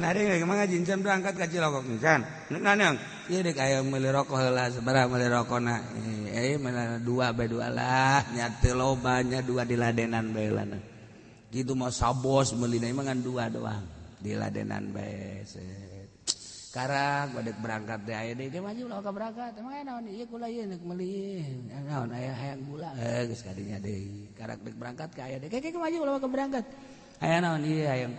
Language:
Sundanese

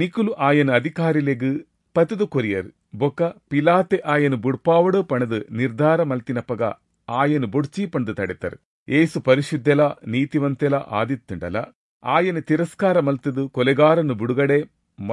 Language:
Tulu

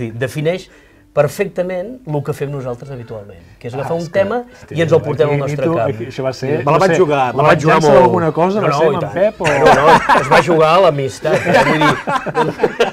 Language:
Catalan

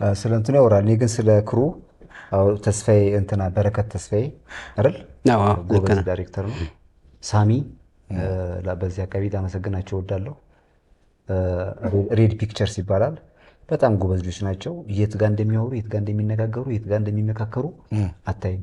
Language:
Amharic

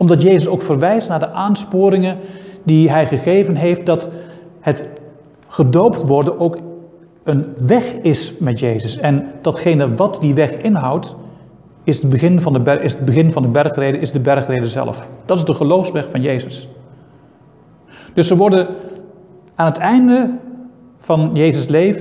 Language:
Dutch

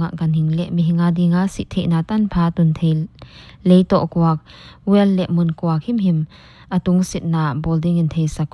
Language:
Paite Chin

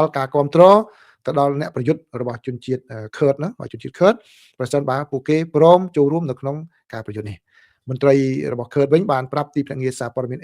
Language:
Khmer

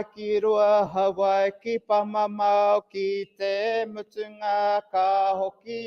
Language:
Māori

